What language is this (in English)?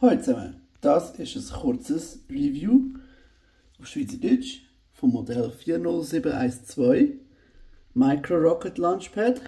Swiss German